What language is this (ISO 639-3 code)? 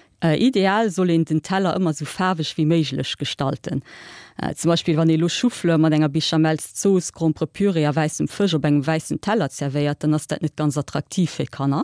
ltz